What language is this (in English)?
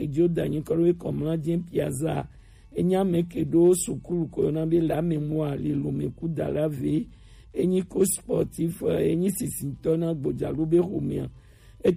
Gen